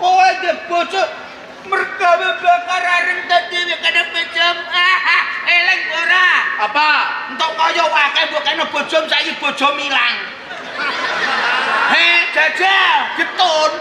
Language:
Javanese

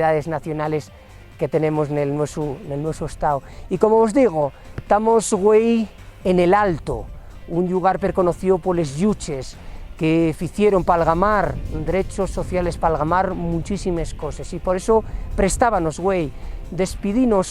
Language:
Asturian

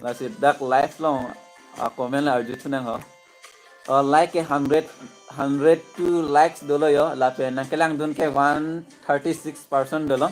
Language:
Karbi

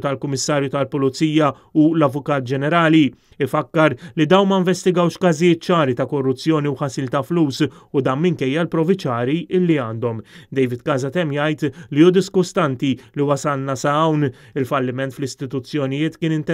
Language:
Maltese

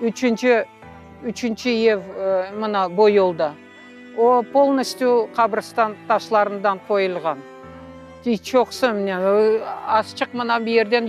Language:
Crimean Tatar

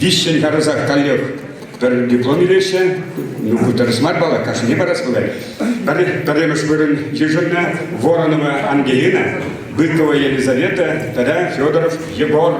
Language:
Chuvash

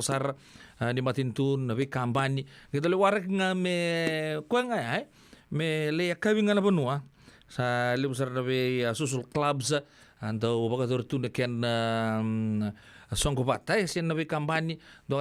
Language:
Fijian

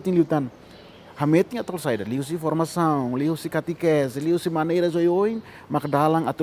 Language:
Tetum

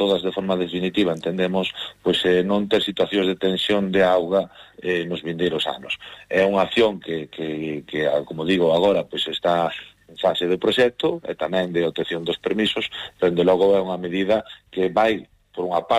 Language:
Galician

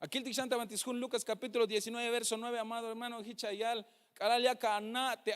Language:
Tzeltal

